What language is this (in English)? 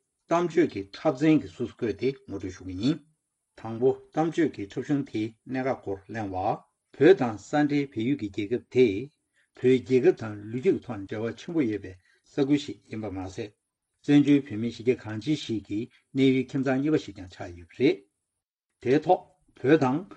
Tibetan